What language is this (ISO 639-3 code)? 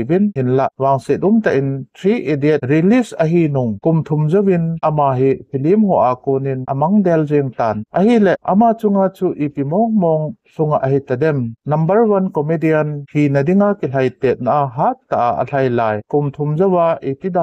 tcz